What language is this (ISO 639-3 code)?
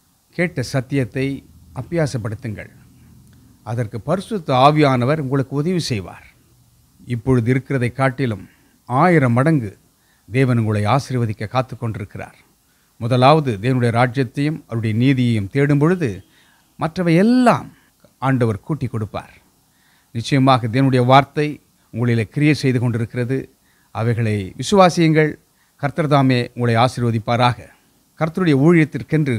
tam